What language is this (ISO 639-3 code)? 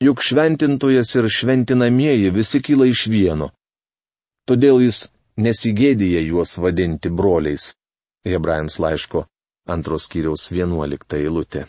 lit